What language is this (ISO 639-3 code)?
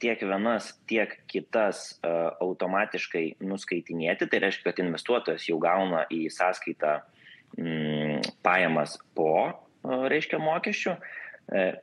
lit